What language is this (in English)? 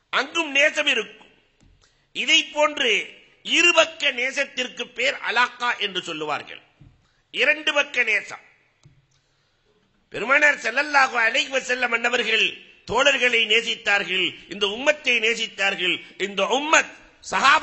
Tamil